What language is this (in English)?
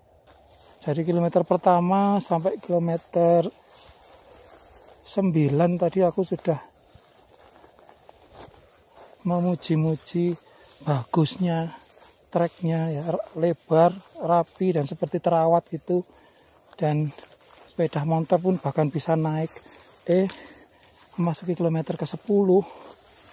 Indonesian